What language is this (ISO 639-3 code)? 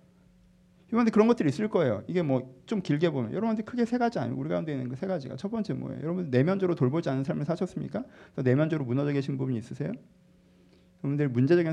kor